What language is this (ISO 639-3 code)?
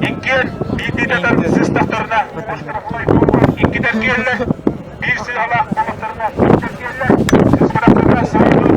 sah